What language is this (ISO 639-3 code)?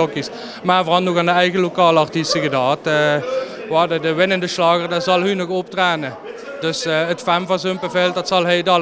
lim